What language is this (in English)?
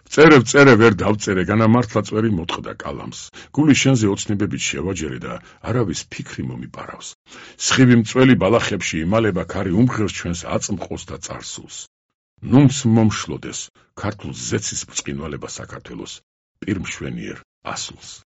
Georgian